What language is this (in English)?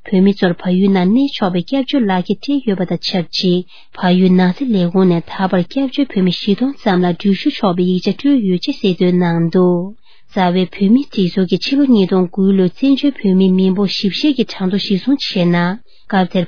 Tibetan